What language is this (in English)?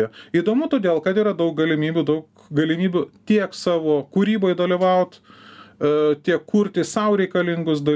Lithuanian